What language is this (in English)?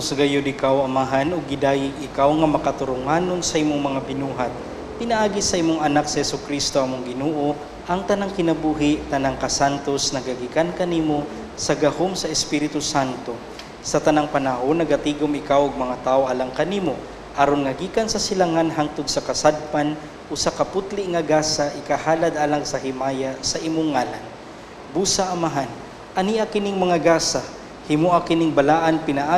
Cebuano